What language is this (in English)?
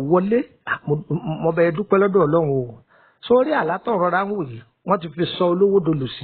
Yoruba